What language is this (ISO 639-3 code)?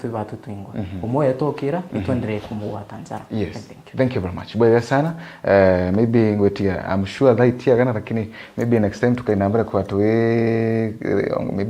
mer